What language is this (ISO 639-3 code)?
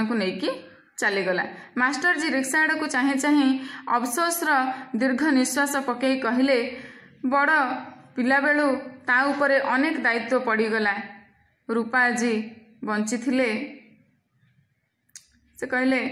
ori